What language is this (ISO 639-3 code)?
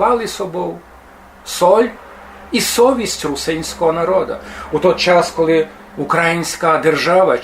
rue